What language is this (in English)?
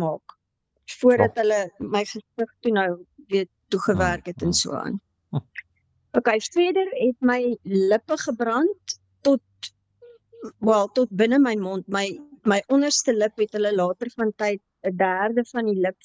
Afrikaans